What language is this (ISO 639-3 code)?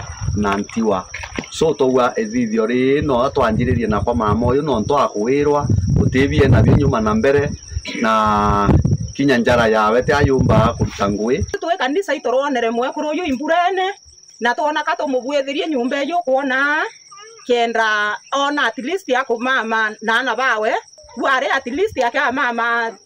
mer